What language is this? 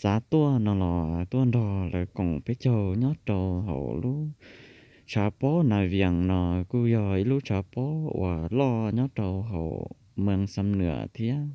Hmong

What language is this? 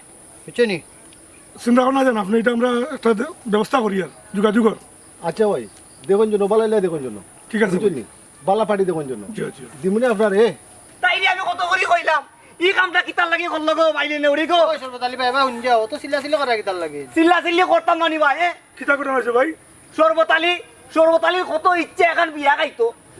Sylheti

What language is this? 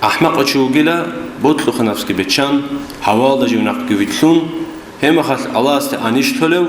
Avaric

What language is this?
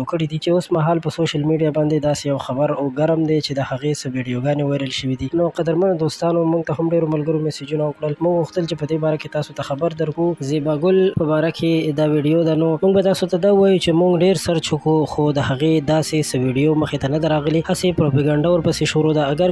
Pashto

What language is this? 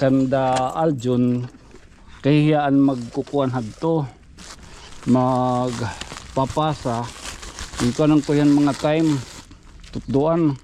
Waray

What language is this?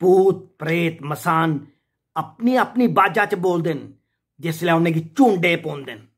Dogri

